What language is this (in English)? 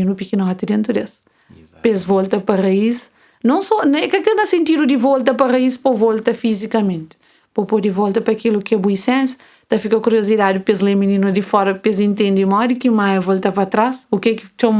Kabuverdianu